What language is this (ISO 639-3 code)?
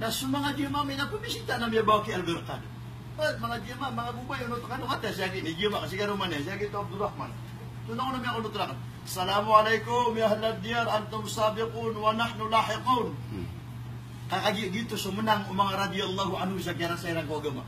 mrw